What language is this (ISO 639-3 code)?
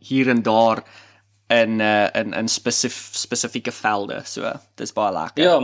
afr